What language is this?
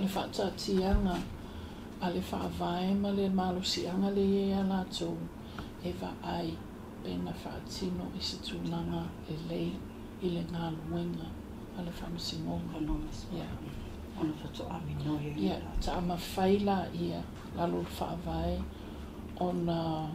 Samoan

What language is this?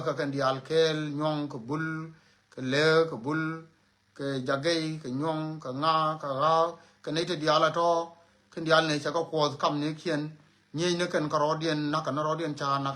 Nuer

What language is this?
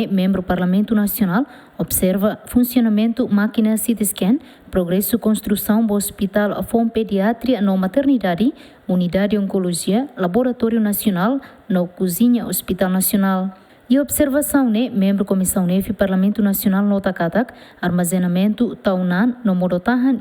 Tetum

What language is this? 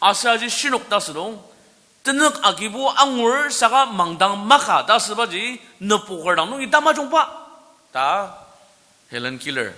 Ao Naga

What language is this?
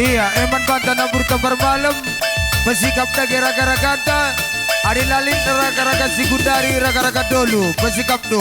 Batak Karo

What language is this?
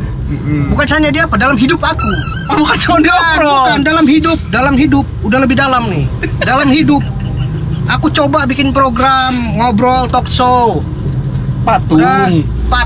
Indonesian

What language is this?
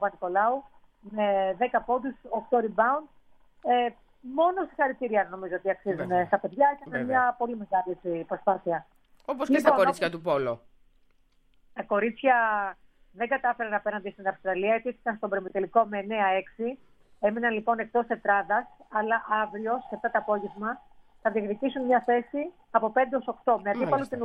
Greek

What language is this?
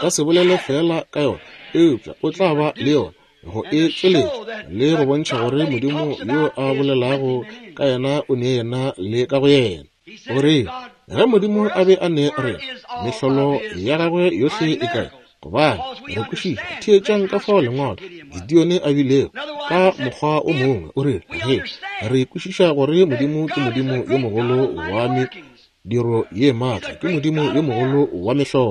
Northern Sotho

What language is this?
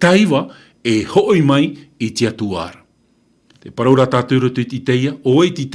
Tahitian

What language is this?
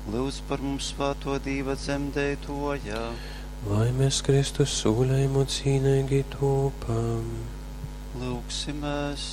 Latgalian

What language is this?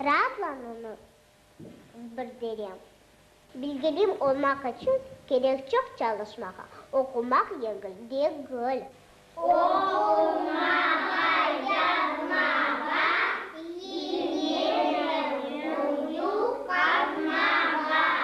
Crimean Tatar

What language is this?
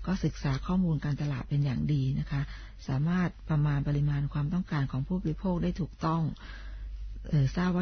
Thai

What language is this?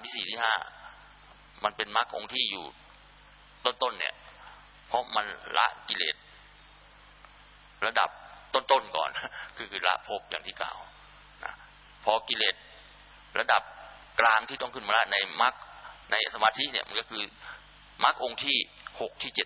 Thai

